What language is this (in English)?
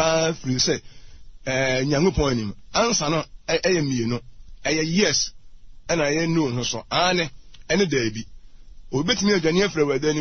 Akan